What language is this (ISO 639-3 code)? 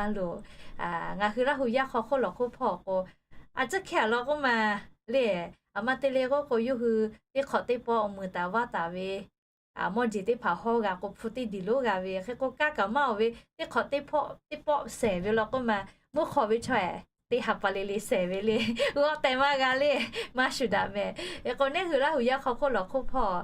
lhu